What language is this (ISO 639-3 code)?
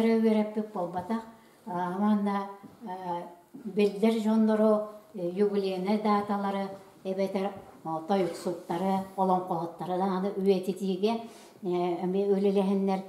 sah